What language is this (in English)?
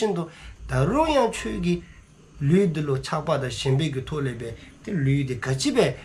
Dzongkha